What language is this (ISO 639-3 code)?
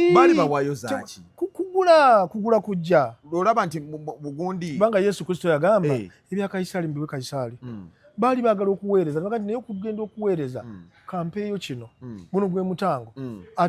lug